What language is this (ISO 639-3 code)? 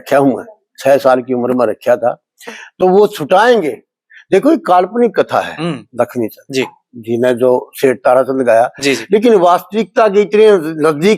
bgc